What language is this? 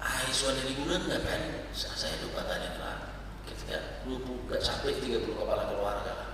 Batak Toba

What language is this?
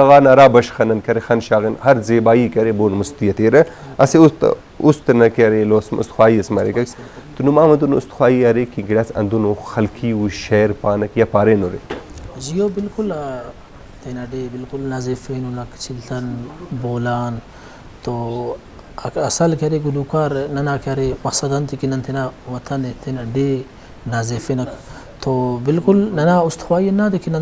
Brahui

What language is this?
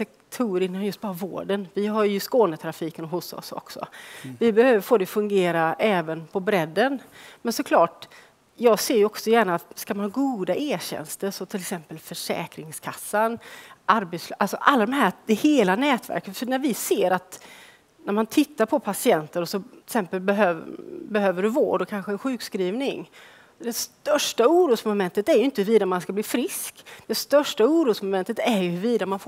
Swedish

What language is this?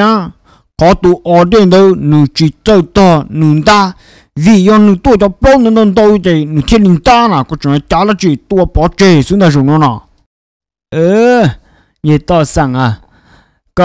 Vietnamese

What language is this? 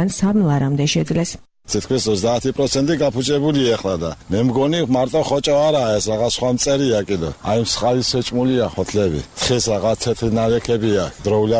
Georgian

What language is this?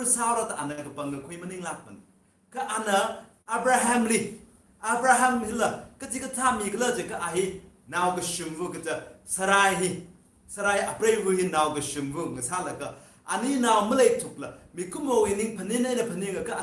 Tangkhul Naga (India)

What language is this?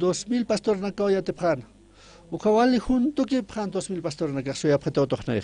Aymara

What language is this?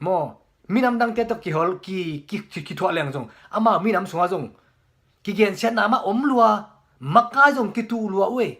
Tedim Chin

